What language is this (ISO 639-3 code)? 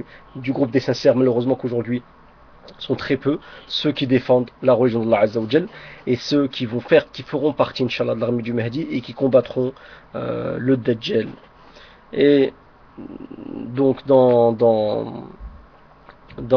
fra